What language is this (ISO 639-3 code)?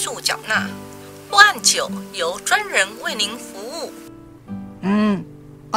nan